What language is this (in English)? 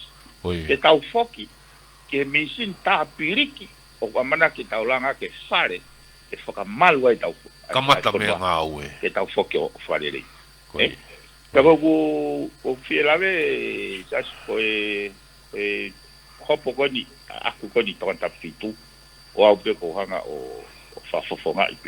Tongan